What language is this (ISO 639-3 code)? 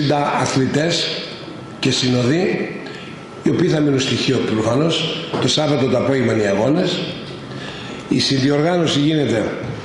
ell